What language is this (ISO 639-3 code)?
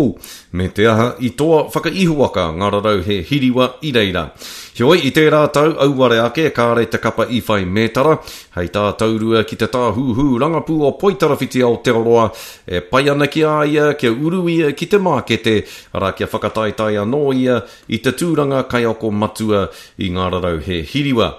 mri